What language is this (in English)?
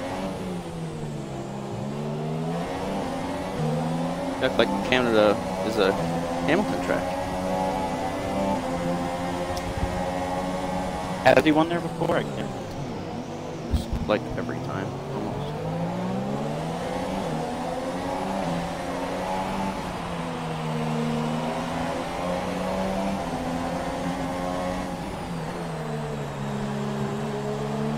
English